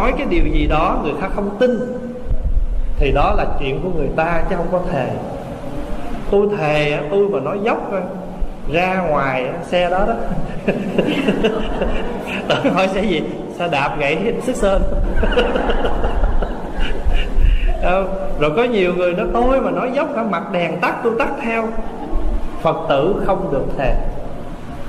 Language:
Vietnamese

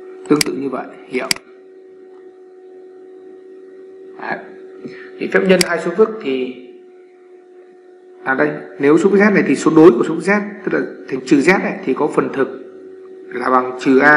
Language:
Vietnamese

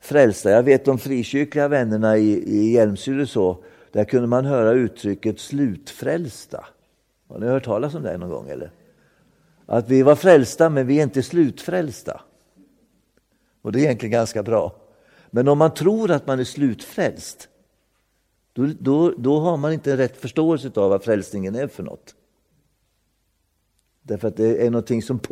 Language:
Swedish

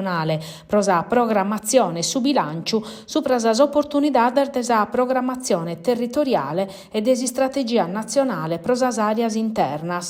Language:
Sardinian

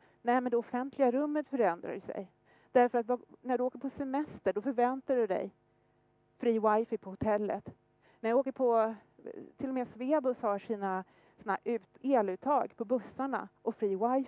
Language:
Swedish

